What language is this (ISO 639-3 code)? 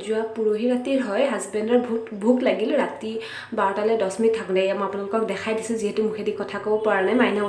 asm